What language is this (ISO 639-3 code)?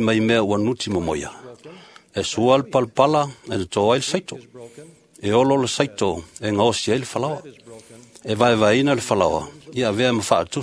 smo